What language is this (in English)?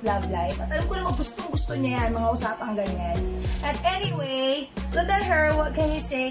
Filipino